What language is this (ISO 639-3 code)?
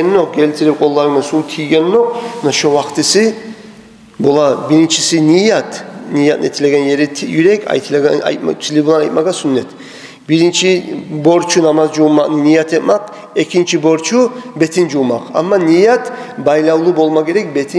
kum